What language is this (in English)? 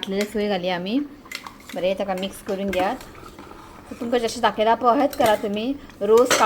Konkani